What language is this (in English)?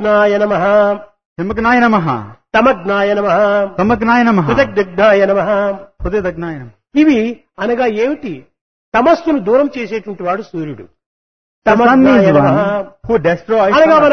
Telugu